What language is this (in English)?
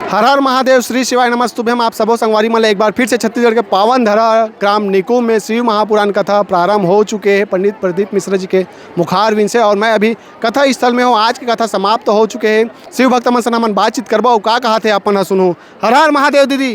Chhattisgarhi